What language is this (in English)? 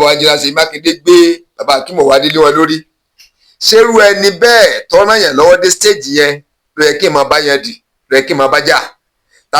Yoruba